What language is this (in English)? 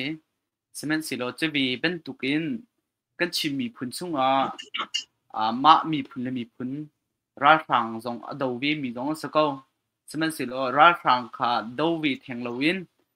Hakha Chin